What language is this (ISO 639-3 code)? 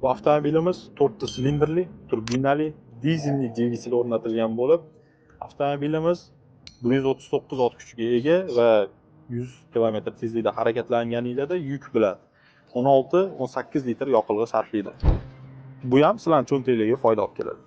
uzb